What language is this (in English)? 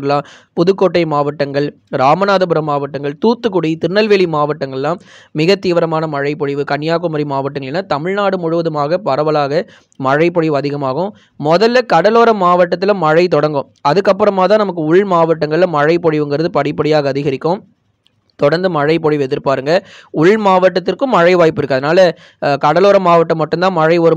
Tamil